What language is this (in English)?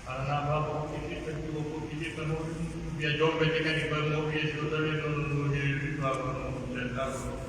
Pular